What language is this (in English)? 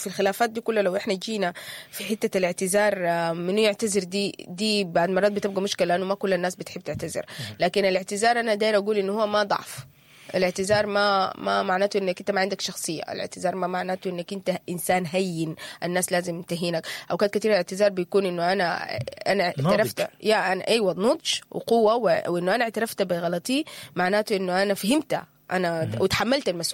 Sudanese Arabic